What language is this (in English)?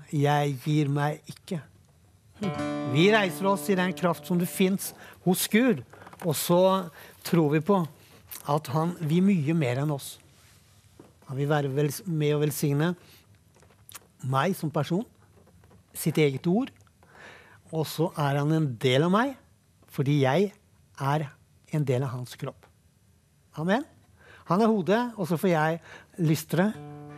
Norwegian